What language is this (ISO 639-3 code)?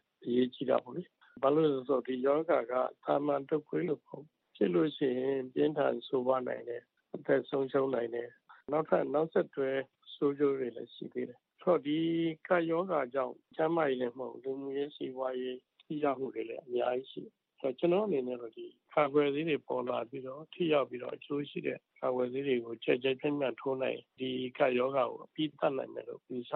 mya